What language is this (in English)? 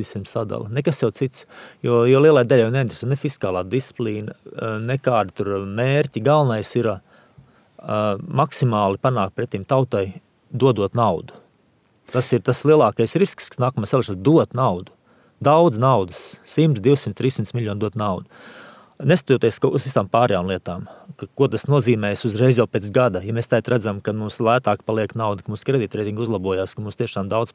Latvian